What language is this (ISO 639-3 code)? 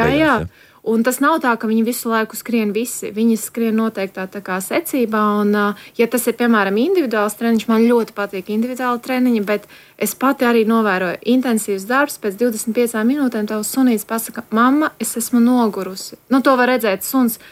lav